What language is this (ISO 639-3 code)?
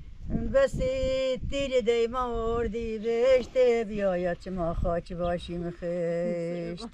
fas